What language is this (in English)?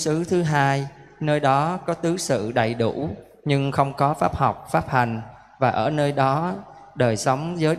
Vietnamese